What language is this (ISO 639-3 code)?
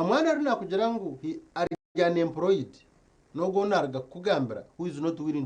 nyn